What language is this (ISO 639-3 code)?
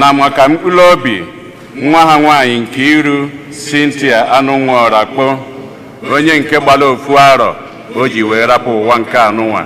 ibo